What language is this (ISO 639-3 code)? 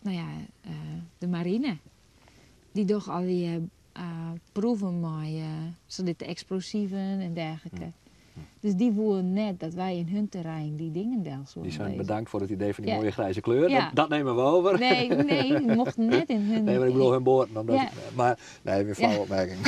fry